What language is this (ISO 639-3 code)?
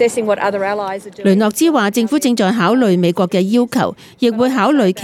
yue